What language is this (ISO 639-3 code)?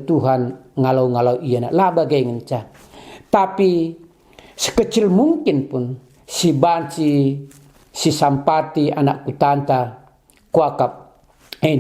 btx